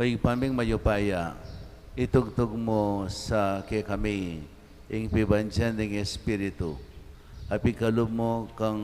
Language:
Pampanga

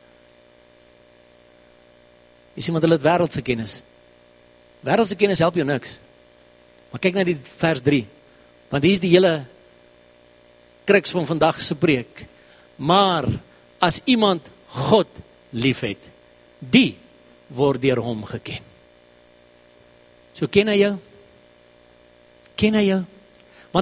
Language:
Afrikaans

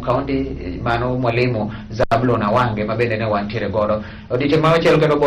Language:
Luo (Kenya and Tanzania)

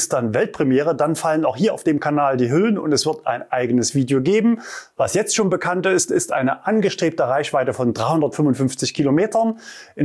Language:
German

